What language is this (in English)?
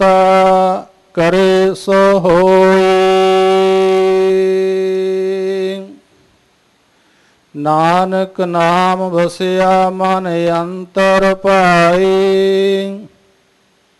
Punjabi